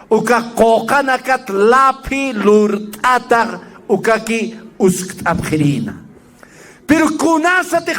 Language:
Aymara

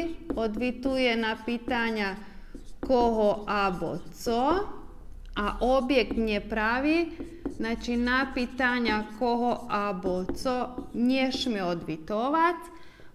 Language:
Rusyn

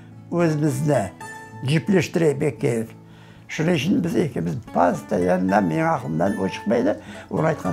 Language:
Crimean Tatar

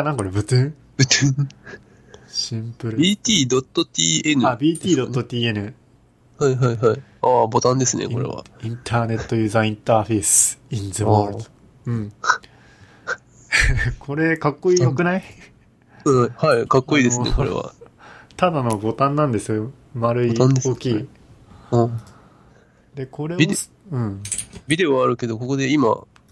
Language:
Japanese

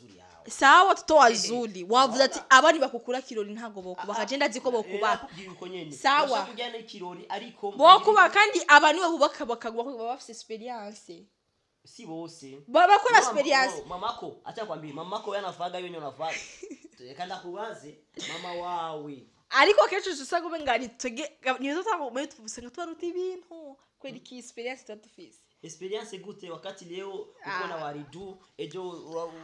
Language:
Rundi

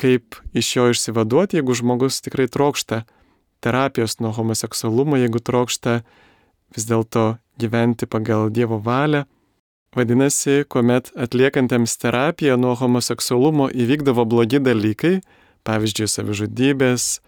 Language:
Lithuanian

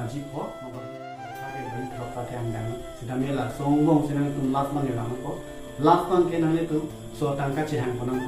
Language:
Karbi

